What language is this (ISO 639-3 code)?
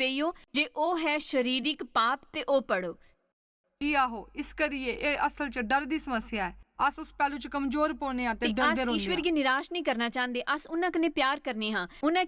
doi